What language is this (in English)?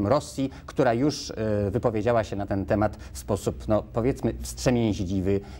Polish